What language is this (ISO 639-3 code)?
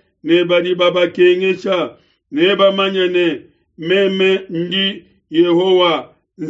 lua